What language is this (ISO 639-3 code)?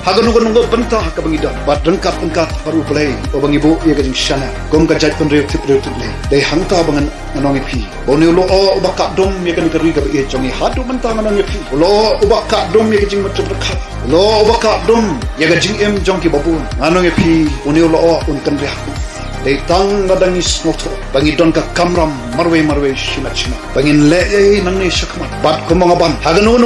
kha